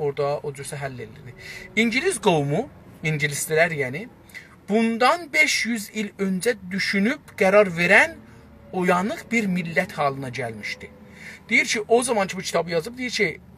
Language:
South Azerbaijani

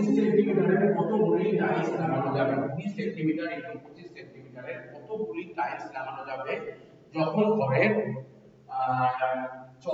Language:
Bangla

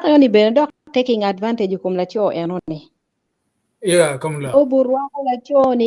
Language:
Acoli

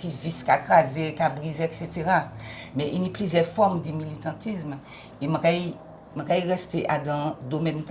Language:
Guadeloupean Creole French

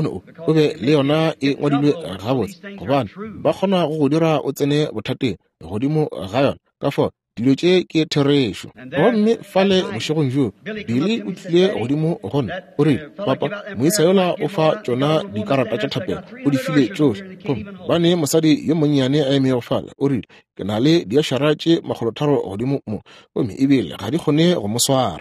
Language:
Northern Sotho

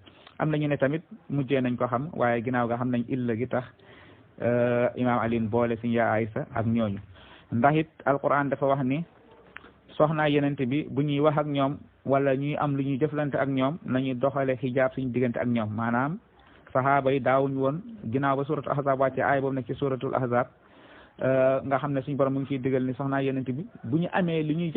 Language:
Wolof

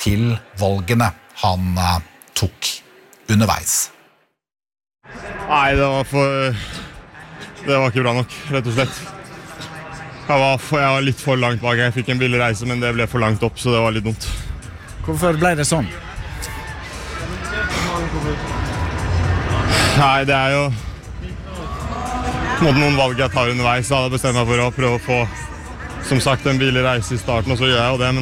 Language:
Norwegian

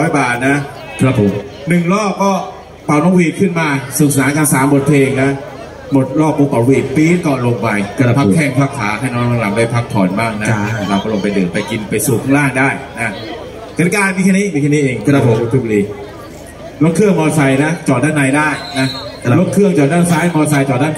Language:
Thai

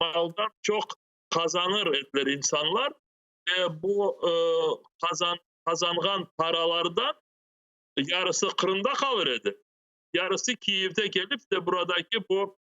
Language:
Crimean Tatar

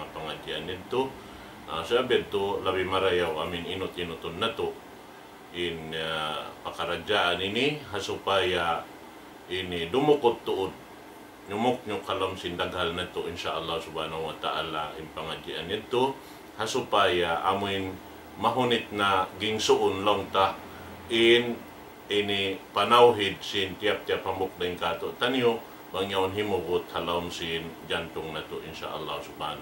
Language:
Tausug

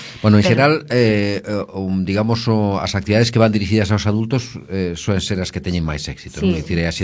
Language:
Galician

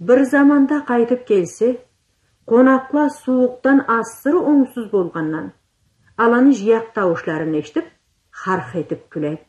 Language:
Karachay-Balkar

